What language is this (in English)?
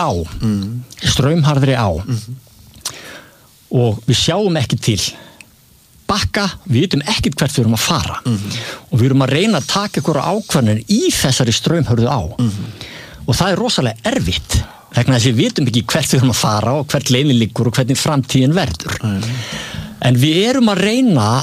Icelandic